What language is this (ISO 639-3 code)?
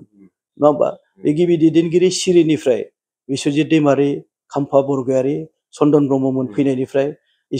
brx